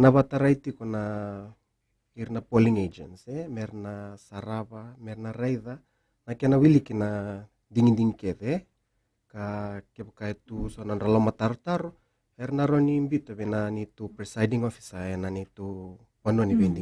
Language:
Fijian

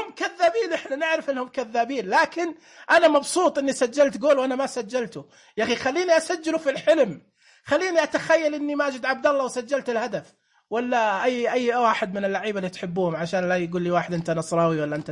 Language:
Najdi Arabic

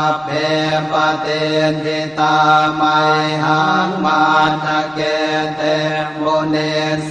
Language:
Pali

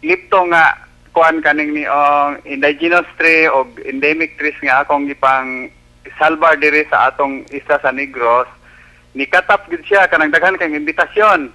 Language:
Cebuano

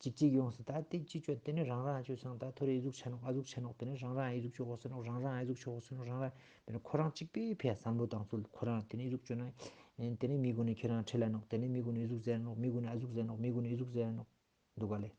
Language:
Ladakhi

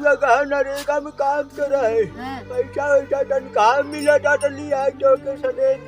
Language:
Awadhi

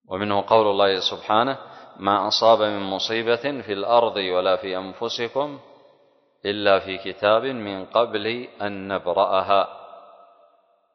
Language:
Arabic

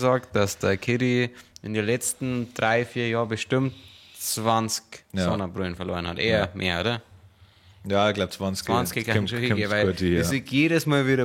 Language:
Bavarian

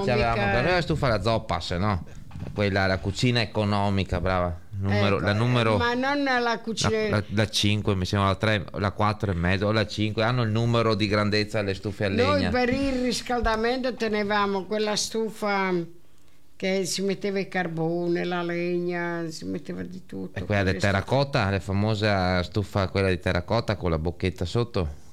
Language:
Italian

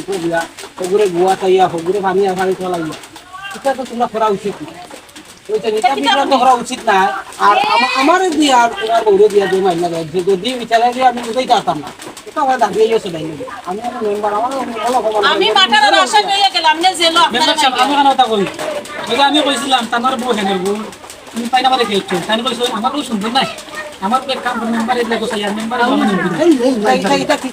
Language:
Sylheti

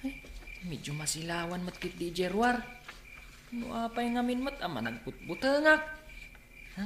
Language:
Iloko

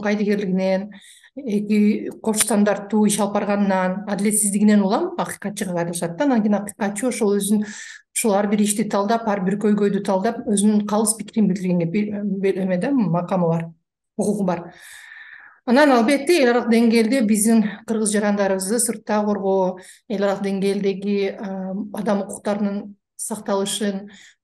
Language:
Kyrgyz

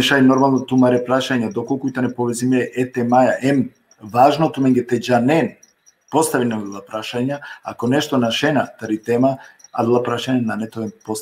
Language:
Balkan Romani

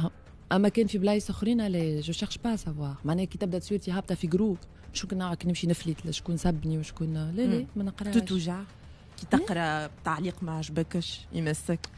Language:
Tunisian Arabic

